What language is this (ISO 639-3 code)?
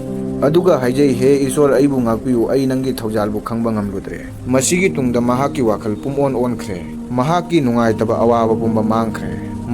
mni